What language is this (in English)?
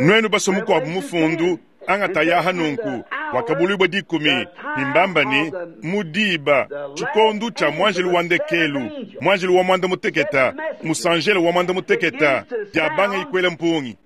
Luba-Lulua